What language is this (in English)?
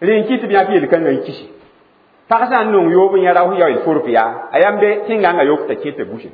Mossi